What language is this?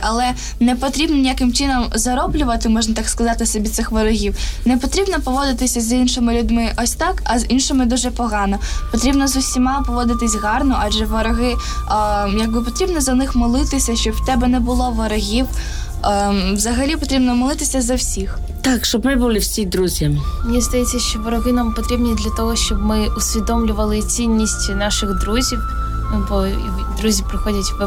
Ukrainian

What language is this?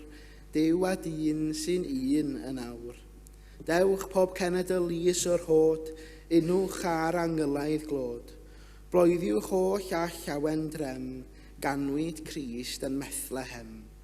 Welsh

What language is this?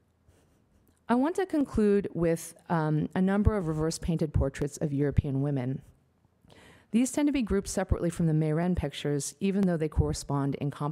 English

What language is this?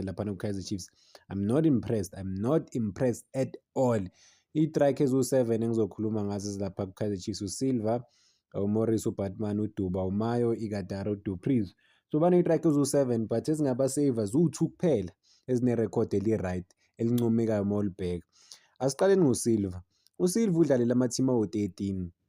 Zulu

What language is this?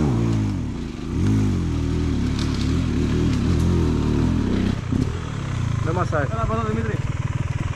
Greek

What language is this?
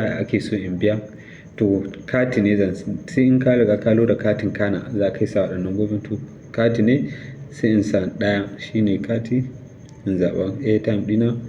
Hausa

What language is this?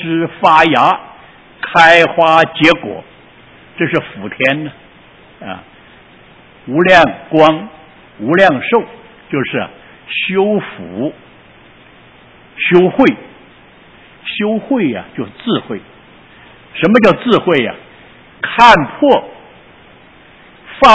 Chinese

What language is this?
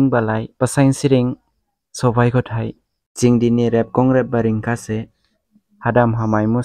Dimasa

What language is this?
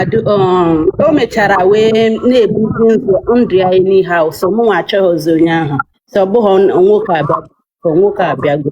Igbo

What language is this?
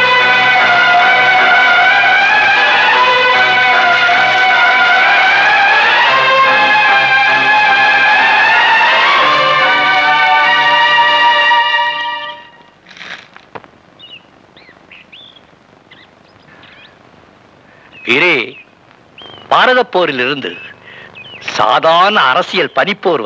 Tamil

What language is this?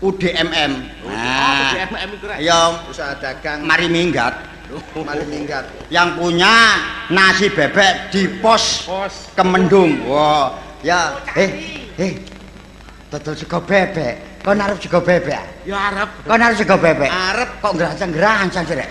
Javanese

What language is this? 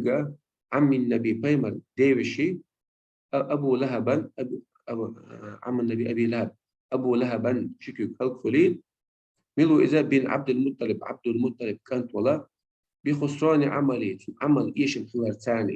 Chechen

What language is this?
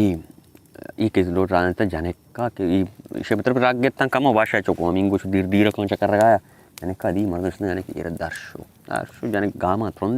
Baluchi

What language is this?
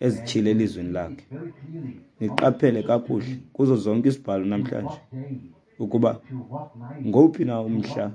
Xhosa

